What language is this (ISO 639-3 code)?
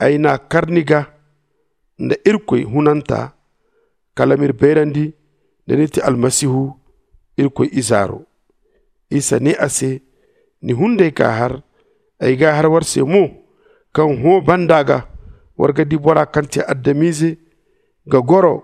dje